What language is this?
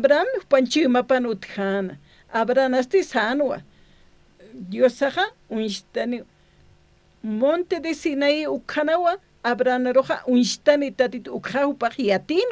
Aymara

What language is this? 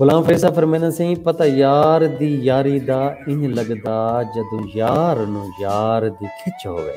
Saraiki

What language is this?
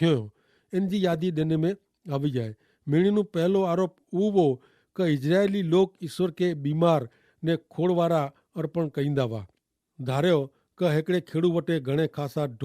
Kachhi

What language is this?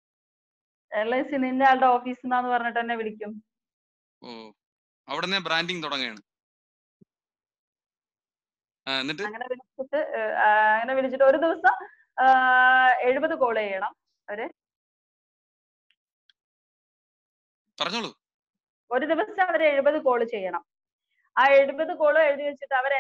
Malayalam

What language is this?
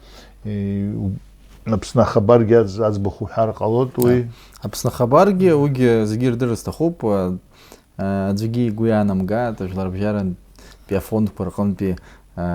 Abkhazian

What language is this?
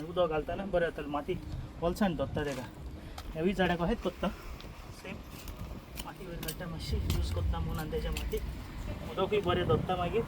Konkani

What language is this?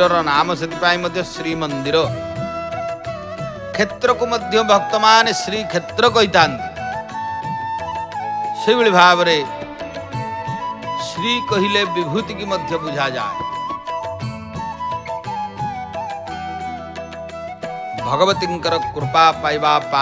Odia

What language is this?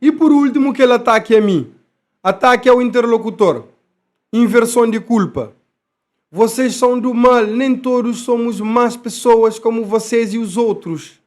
Kabuverdianu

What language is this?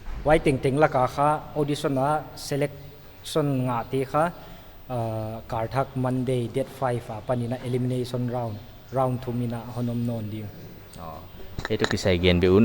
Paite Chin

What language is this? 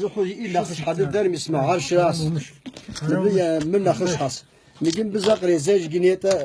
Kabardian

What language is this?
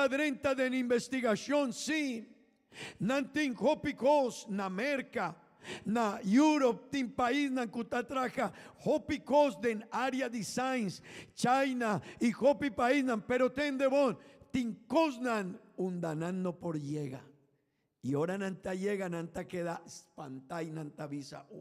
Papiamento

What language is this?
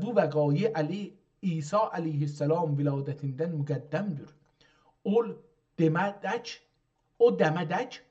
South Azerbaijani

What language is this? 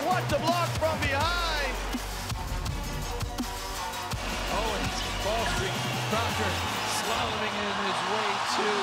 Russian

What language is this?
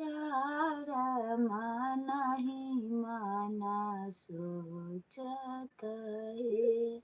Maithili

